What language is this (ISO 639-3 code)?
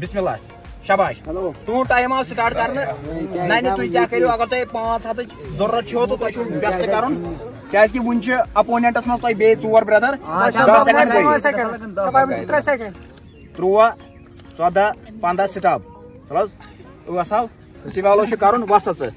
kas